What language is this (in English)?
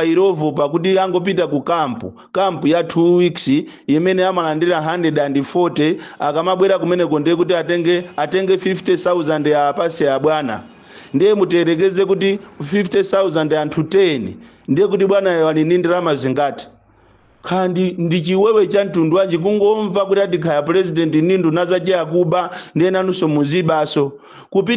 Nyanja